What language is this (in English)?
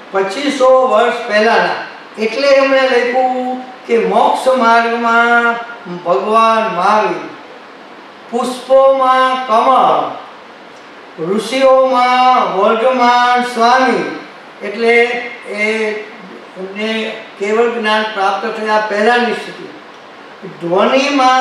Gujarati